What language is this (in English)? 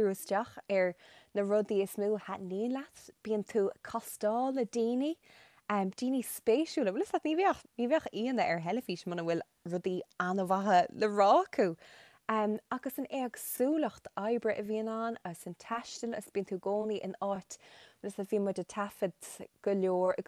Irish